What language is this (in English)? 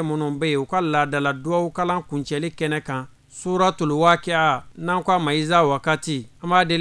Bambara